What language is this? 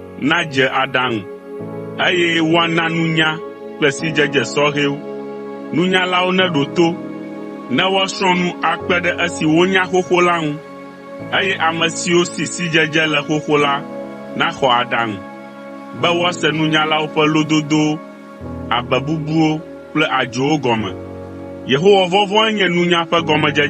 Ewe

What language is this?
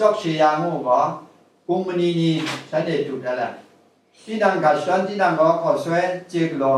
Kachin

